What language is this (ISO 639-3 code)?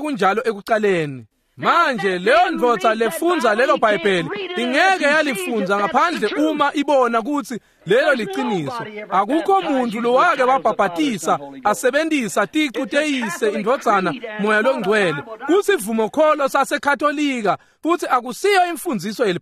ssw